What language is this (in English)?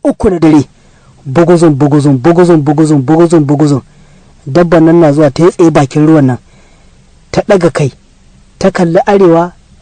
Hausa